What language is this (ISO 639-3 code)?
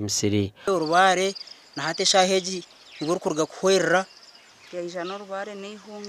nyn